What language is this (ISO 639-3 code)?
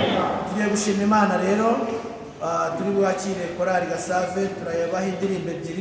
kin